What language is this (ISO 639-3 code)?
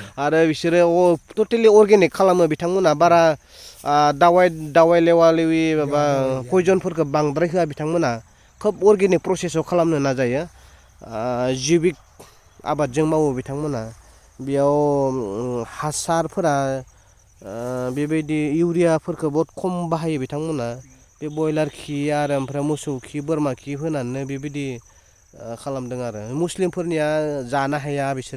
brx